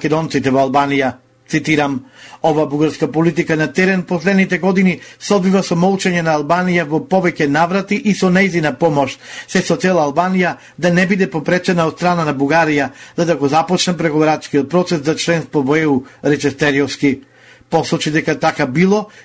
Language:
Macedonian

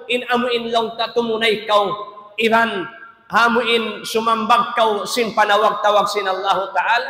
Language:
Tausug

